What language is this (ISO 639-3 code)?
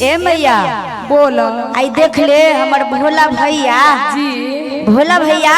mag